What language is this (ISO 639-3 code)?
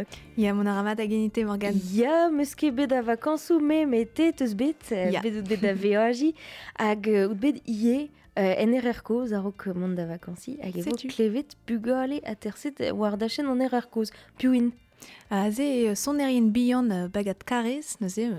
bre